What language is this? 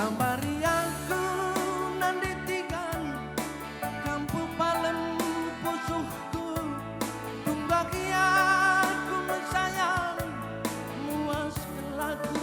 Batak Karo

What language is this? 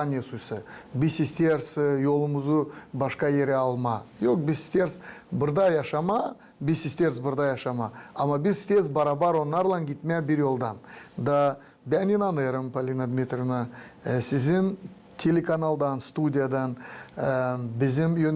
Gagauz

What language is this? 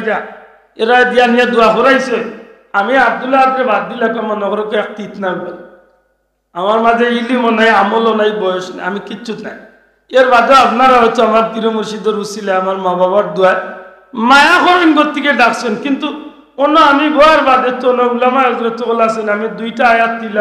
Sylheti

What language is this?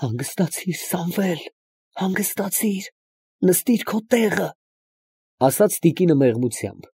Armenian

